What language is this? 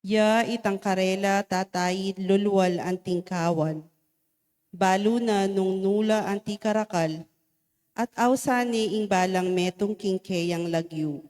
Pampanga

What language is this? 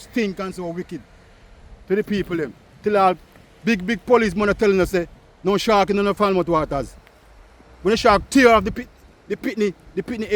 Jamaican Creole English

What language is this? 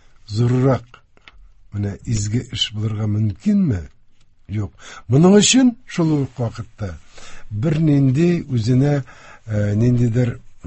Tatar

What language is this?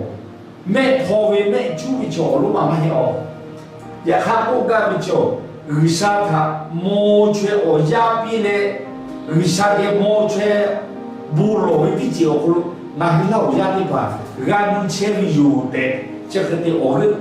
Lahu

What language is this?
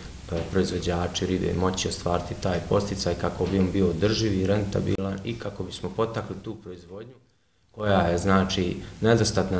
Bosnian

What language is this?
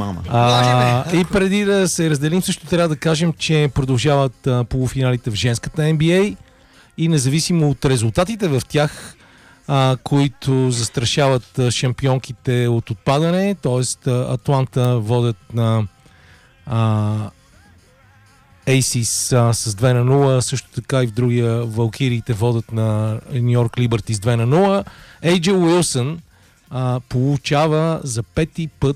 Bulgarian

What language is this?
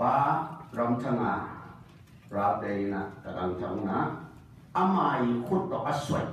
Tedim Chin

